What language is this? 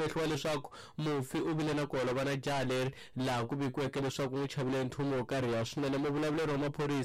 Tsonga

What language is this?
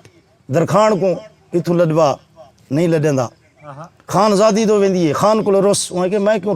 Saraiki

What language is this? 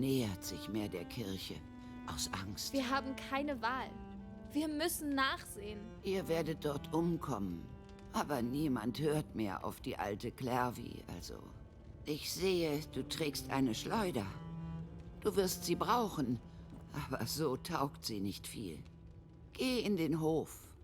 Bavarian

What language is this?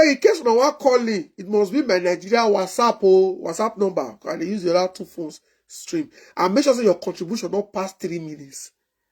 Nigerian Pidgin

